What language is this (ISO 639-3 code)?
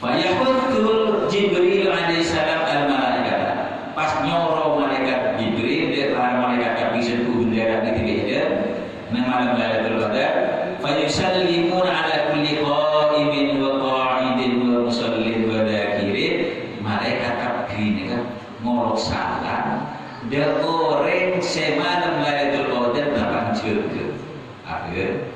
mad